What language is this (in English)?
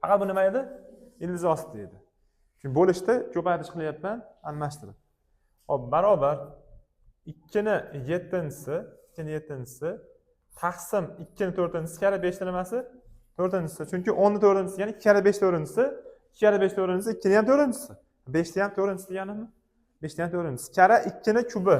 Uzbek